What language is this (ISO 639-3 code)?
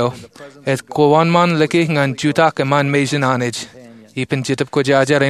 mah